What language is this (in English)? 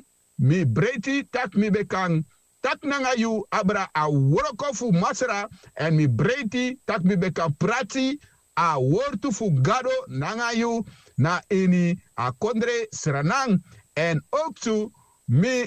Sranan Tongo